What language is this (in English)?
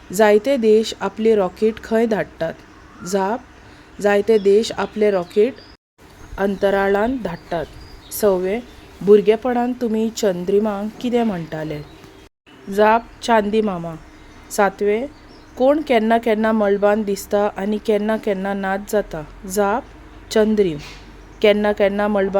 Konkani